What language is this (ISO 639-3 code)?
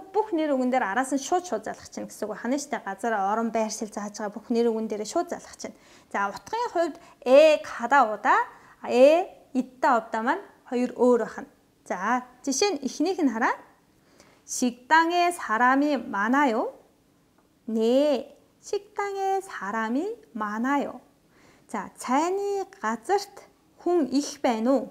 mon